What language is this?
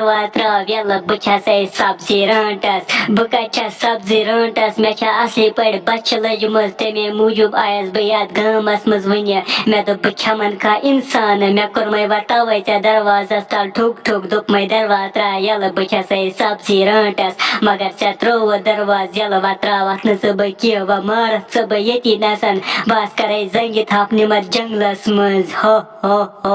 Kashmiri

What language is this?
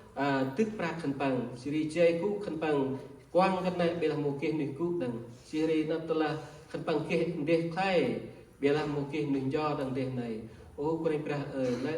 Central Mnong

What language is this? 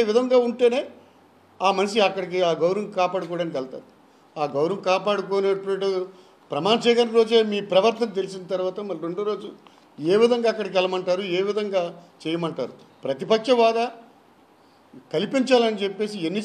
Telugu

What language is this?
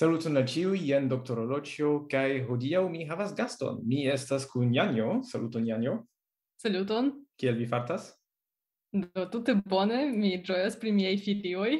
Esperanto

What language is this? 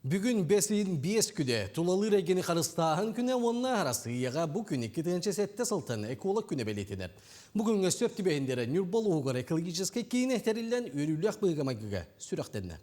Yakut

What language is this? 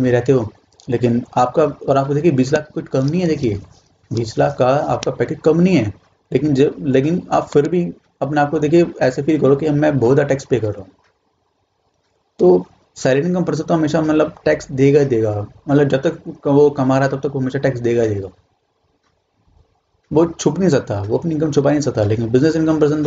Hindi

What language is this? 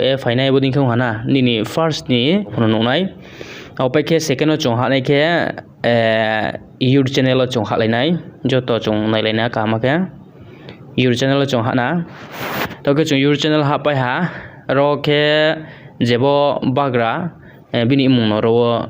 Riang (India)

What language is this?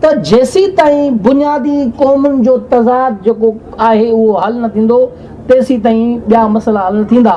Sindhi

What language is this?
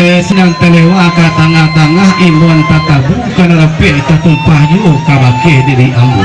Minangkabau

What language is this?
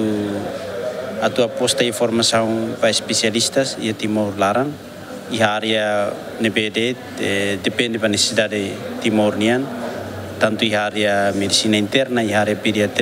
Tetum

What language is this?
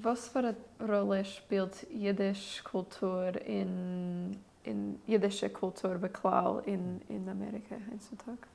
Yiddish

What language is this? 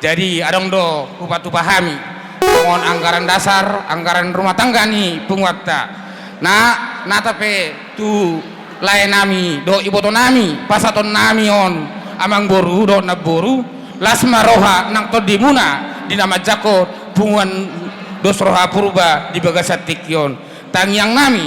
Batak Toba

